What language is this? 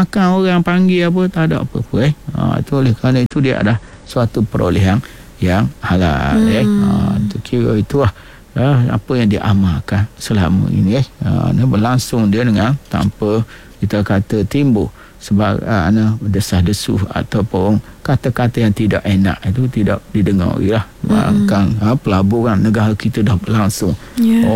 Malay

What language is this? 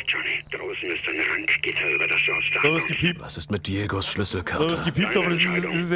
Bavarian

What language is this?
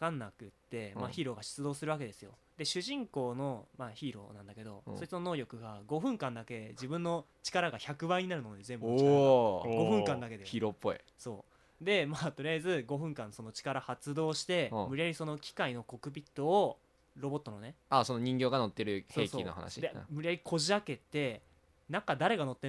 Japanese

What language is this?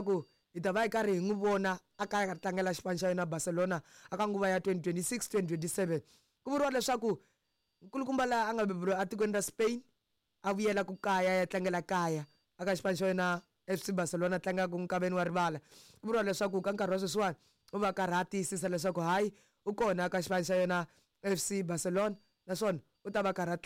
Tsonga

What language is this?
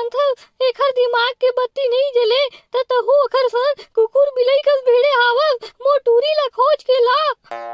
Chhattisgarhi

